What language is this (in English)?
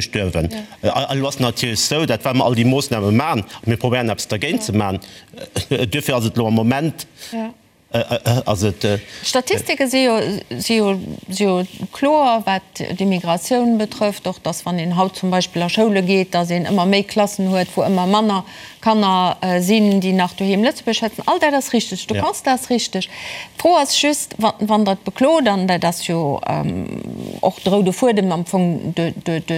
Luxembourgish